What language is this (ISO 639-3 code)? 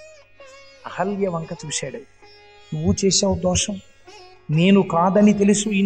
tel